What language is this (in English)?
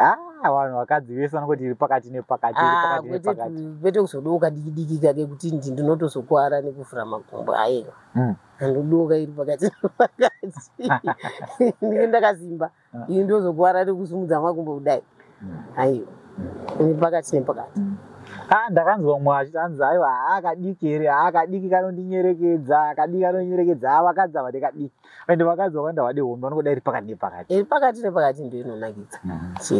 Shona